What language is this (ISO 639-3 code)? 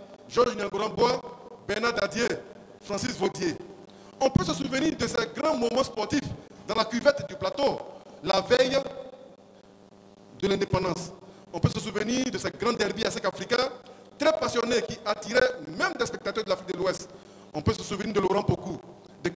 fra